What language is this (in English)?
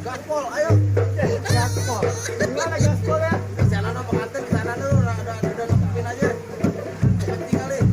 Betawi